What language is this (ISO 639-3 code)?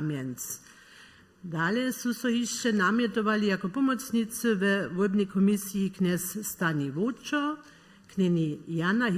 hsb